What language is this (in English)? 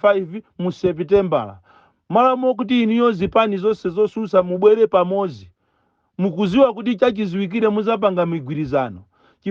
Nyanja